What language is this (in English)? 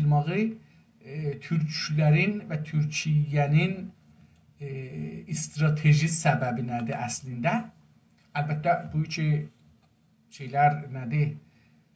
South Azerbaijani